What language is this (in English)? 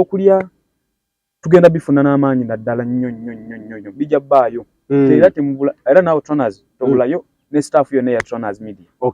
Ganda